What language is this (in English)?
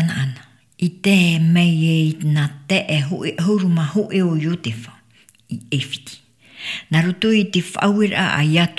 Tahitian